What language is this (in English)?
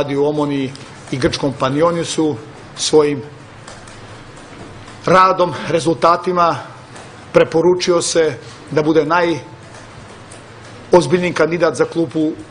Serbian